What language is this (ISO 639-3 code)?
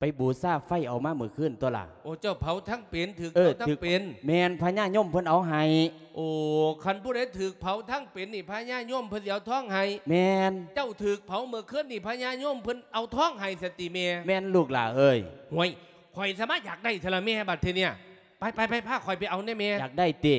lao